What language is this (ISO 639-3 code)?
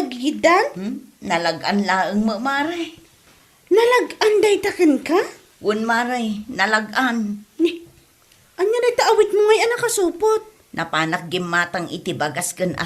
ilo